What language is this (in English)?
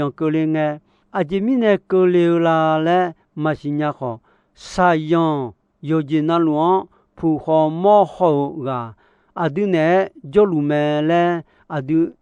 Akha